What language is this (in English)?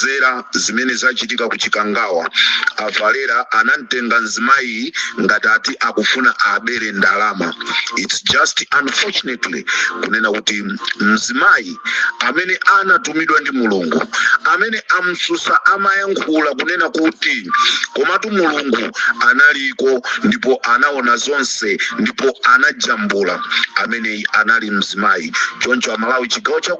Nyanja